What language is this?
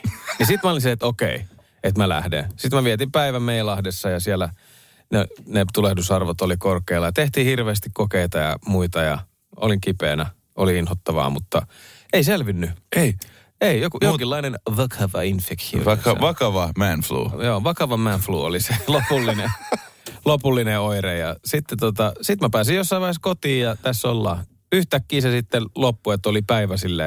Finnish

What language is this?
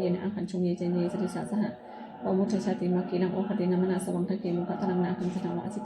Pali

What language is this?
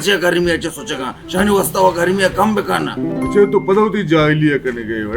Baluchi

